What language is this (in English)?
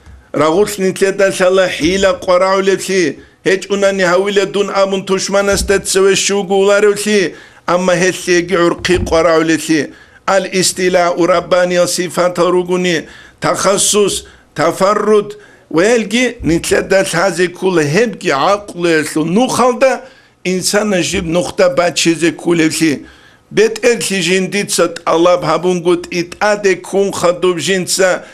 Avaric